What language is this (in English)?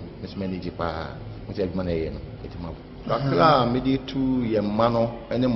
Akan